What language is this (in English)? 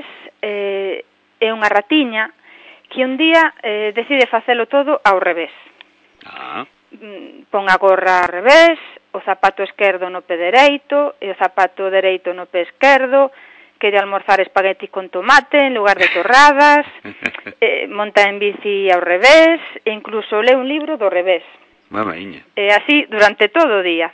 Galician